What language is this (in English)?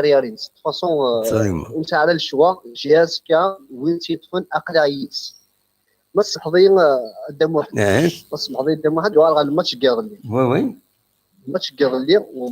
Kabyle